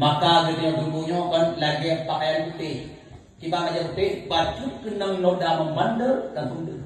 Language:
Achinese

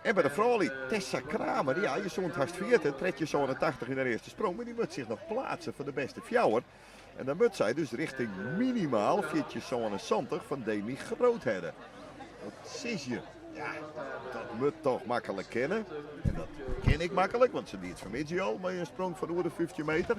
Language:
Western Frisian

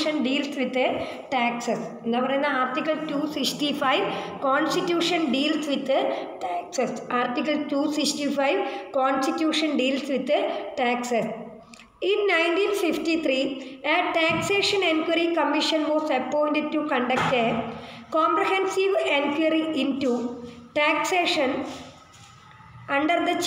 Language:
Malayalam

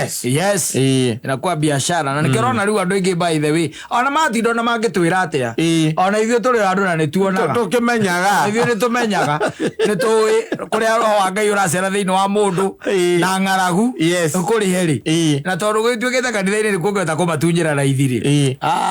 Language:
Kikuyu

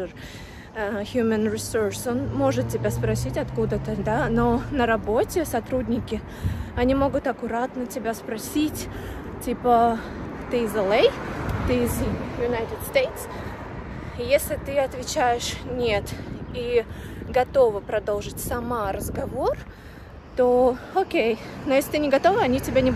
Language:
Russian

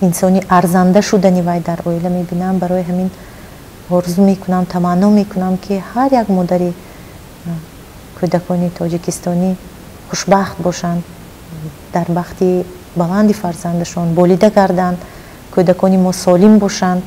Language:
Tajik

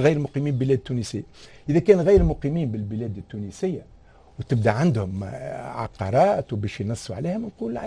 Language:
Tunisian Arabic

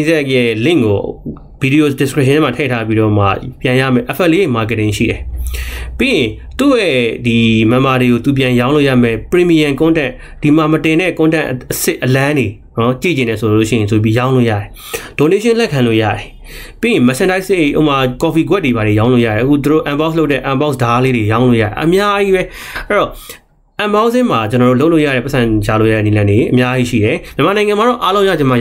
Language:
Burmese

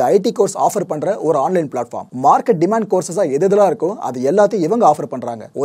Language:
Tamil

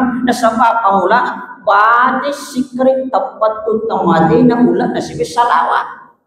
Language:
Buginese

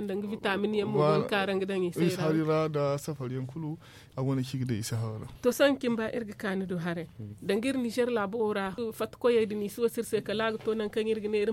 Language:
Zarma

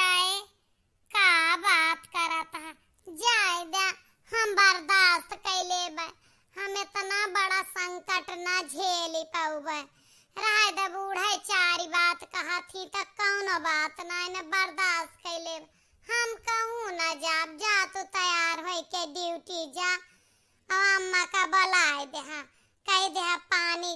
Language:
Awadhi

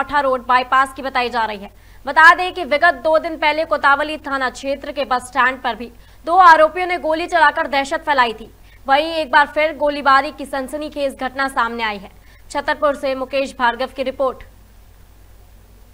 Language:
Hindi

